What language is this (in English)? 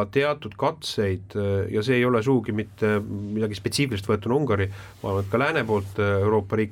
Estonian